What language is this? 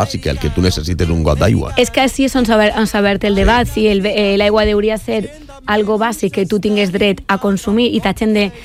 Catalan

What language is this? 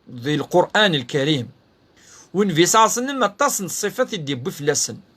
Kabyle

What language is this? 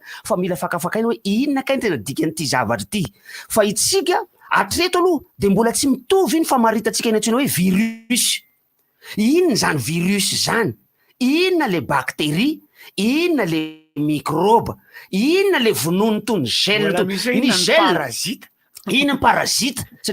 Malagasy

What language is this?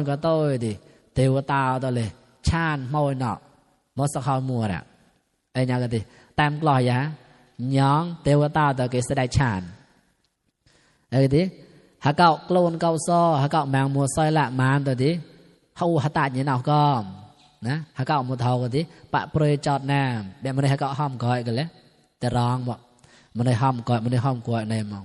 Mon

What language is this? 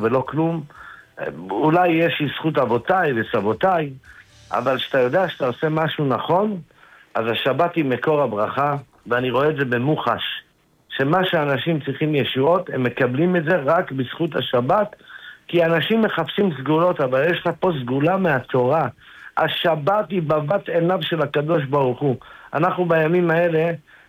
Hebrew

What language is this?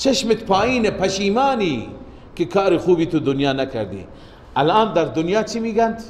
Persian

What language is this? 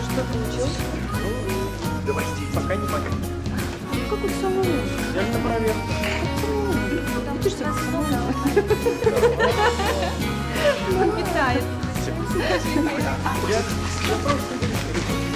Russian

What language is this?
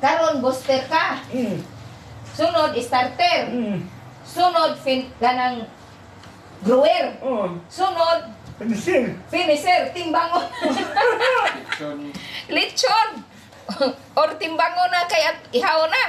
Cebuano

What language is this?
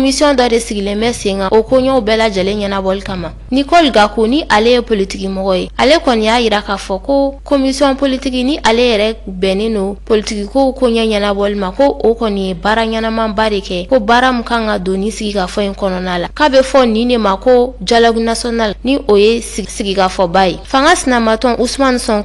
Bambara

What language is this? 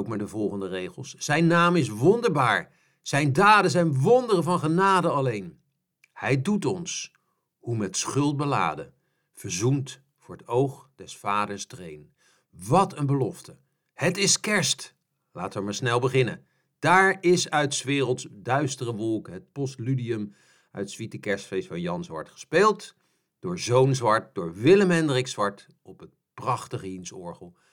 Dutch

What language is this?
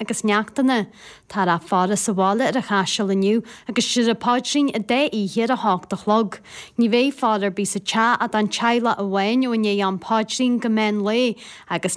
Irish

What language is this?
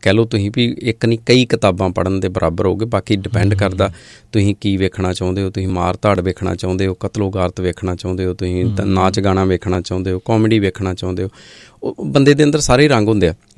Punjabi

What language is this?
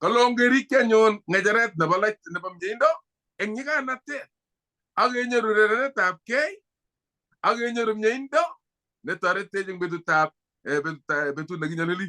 Kalenjin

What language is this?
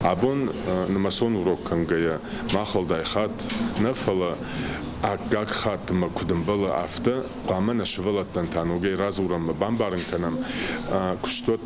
Ossetic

